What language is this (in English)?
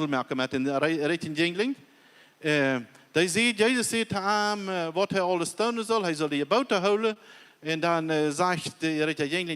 Plautdietsch